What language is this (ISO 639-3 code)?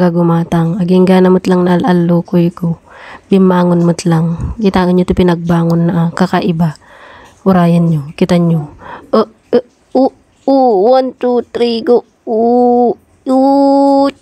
ilo